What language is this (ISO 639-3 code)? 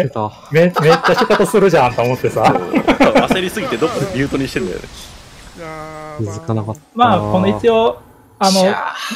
jpn